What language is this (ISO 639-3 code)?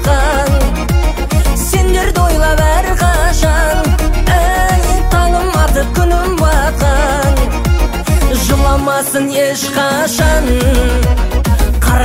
kaz